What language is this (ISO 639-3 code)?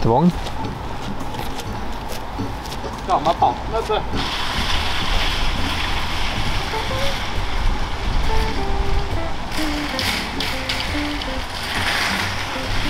nor